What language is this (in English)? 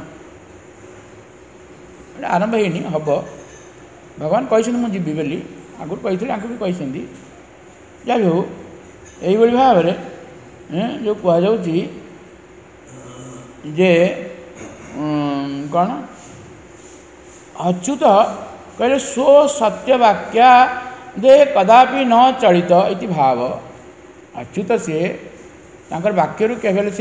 Odia